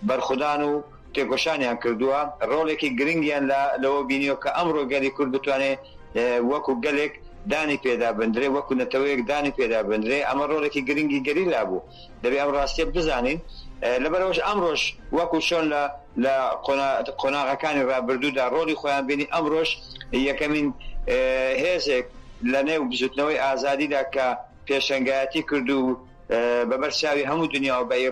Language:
Central Kurdish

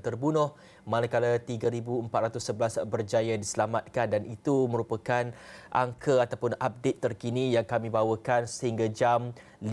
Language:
Malay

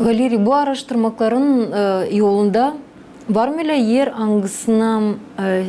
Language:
Gagauz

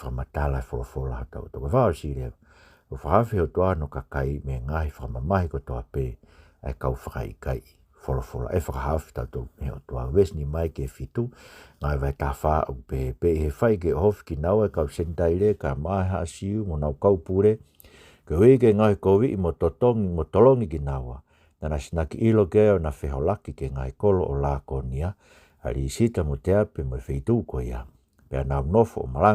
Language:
Tongan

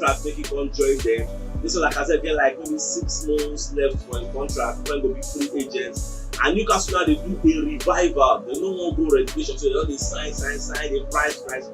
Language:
Nigerian Pidgin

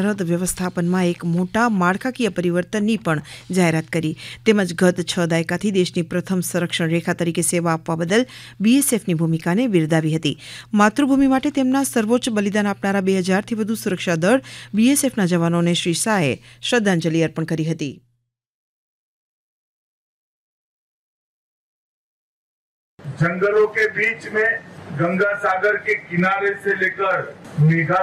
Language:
Gujarati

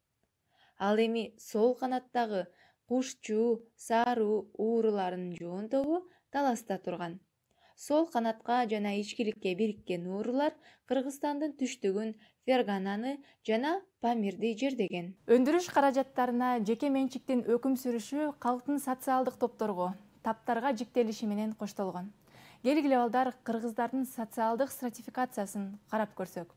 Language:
Kyrgyz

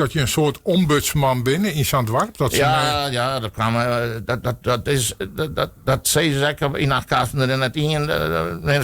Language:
Western Frisian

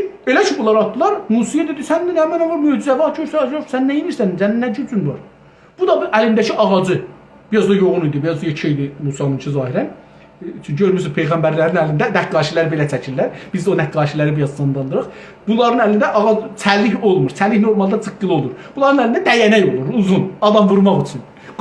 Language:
South Azerbaijani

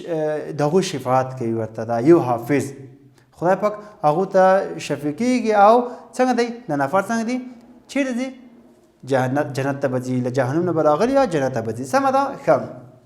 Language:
Pashto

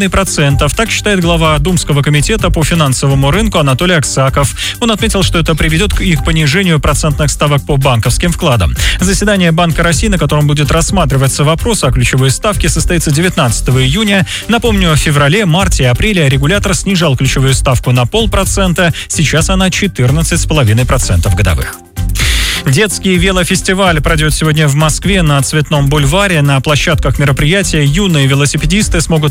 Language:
Russian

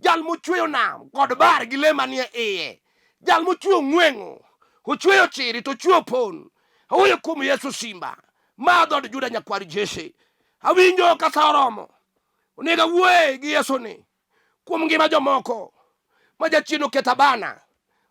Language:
Luo (Kenya and Tanzania)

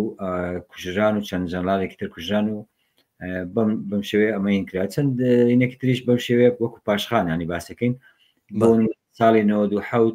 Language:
Central Kurdish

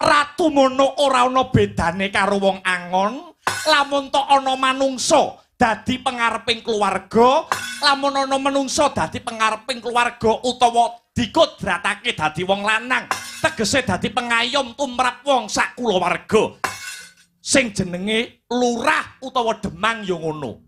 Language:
Javanese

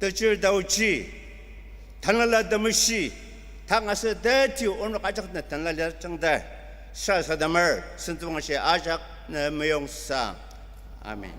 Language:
Ao Naga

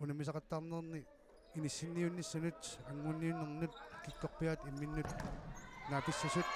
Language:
Kalaallisut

